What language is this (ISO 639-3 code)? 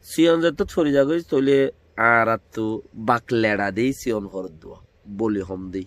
rhg